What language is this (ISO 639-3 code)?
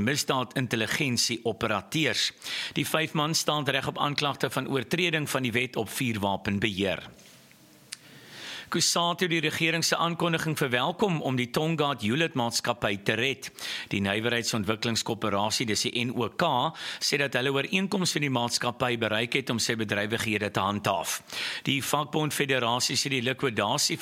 afr